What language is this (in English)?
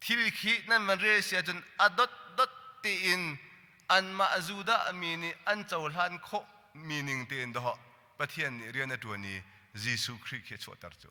Hakha Chin